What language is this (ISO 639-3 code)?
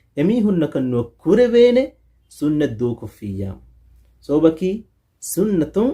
div